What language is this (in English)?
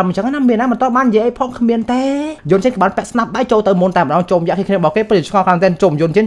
Khmer